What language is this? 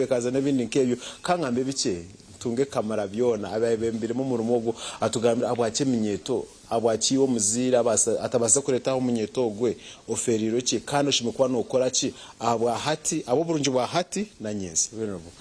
Nyankole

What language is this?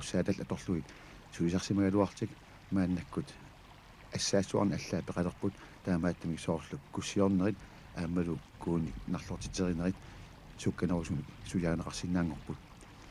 Kalaallisut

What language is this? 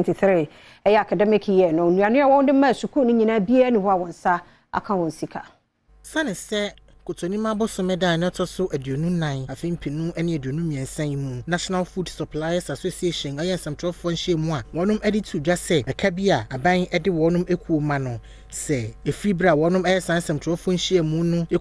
Akan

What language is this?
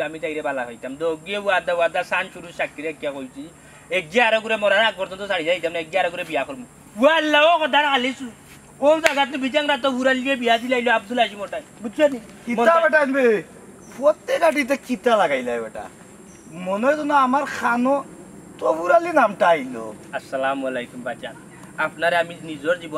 Sylheti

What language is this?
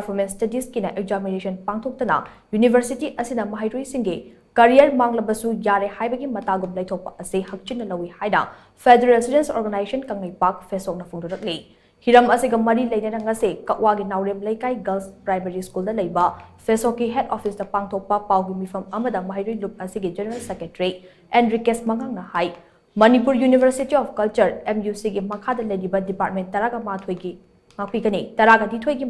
Manipuri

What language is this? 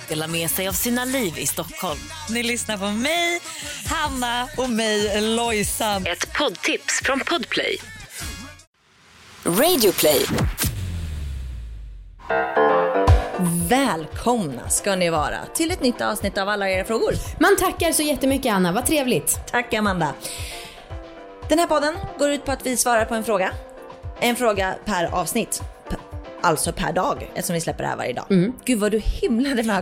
Swedish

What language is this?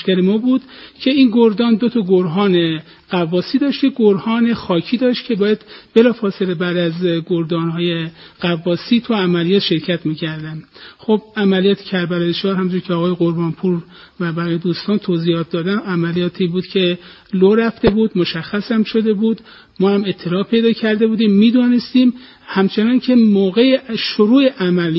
Persian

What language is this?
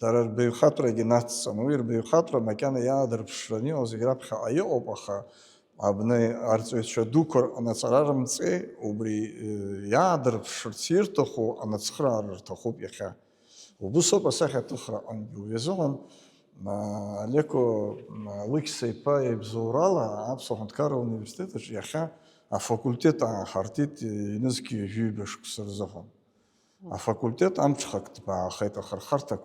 Abkhazian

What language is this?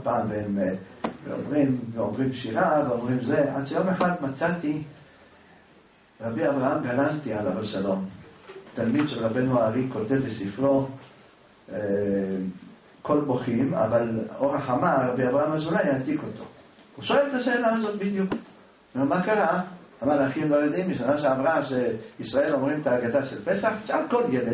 Hebrew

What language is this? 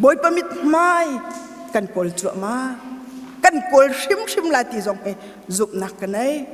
Hakha Chin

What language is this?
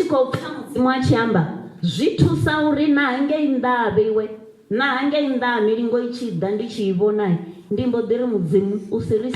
Venda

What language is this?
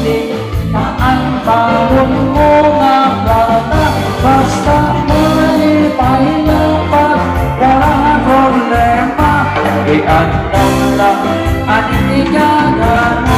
Waray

